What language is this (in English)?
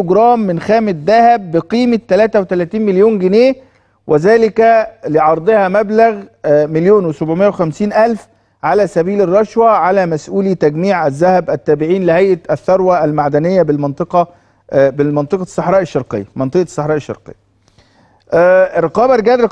Egyptian Arabic